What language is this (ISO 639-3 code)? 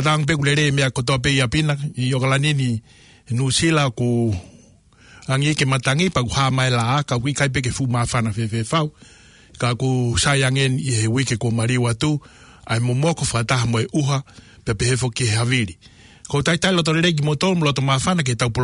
ton